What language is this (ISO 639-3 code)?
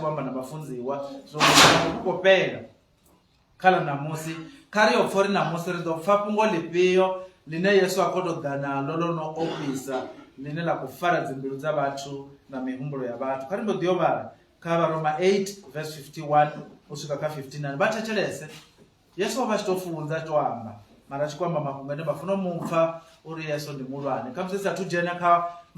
ven